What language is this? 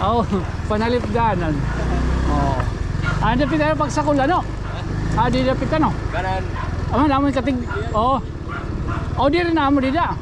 Waray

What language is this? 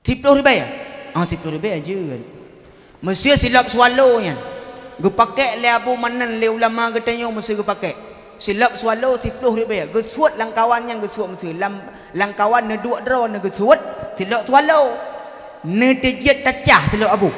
Achinese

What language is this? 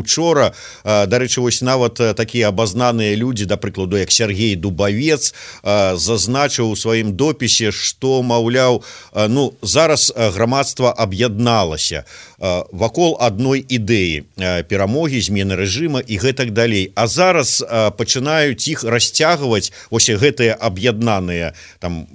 Belarusian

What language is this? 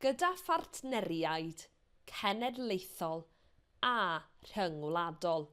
Welsh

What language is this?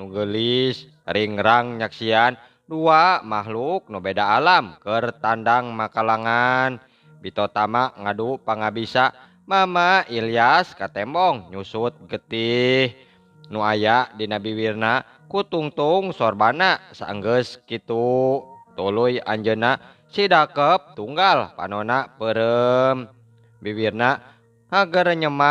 Sundanese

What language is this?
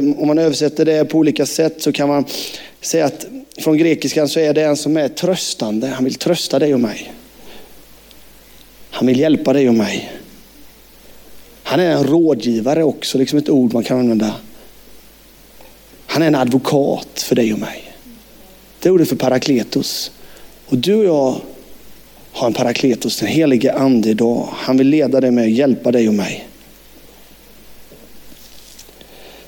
Swedish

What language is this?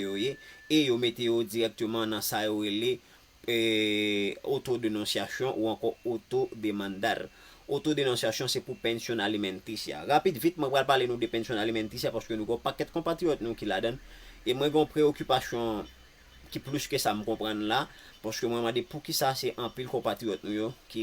Haitian Creole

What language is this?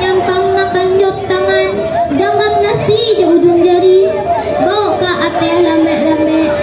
Minangkabau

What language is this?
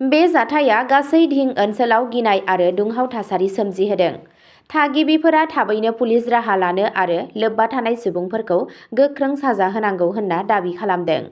Bodo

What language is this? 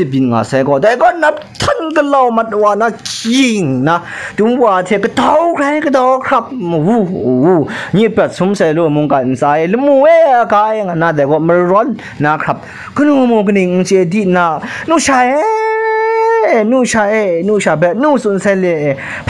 Kachin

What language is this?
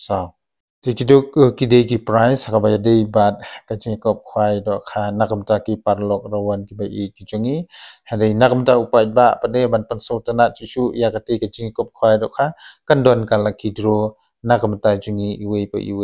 Khasi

